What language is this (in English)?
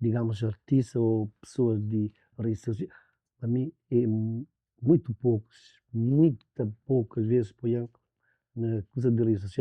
Kabuverdianu